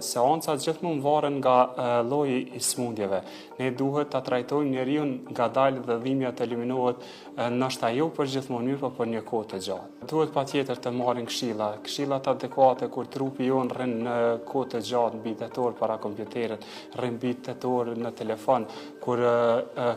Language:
Albanian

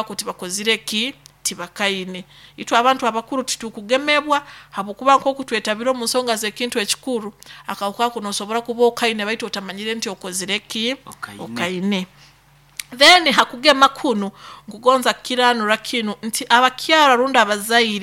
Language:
Nyoro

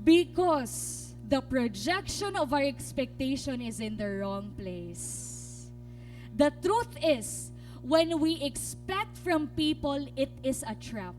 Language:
Waray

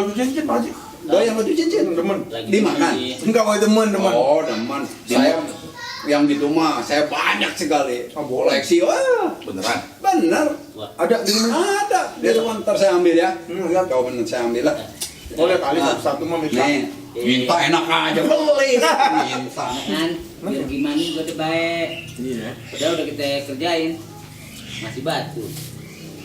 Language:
Betawi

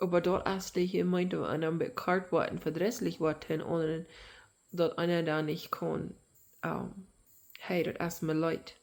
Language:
Plautdietsch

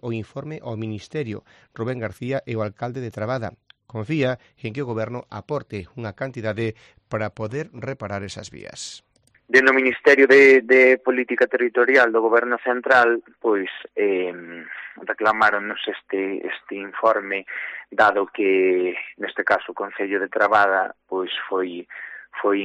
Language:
Galician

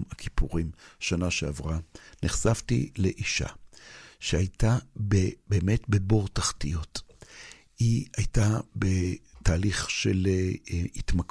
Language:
Hebrew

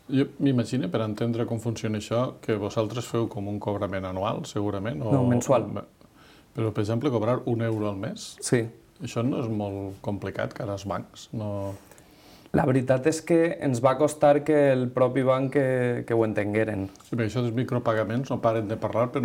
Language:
Catalan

